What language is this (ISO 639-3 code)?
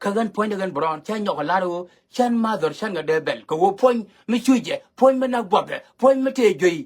nus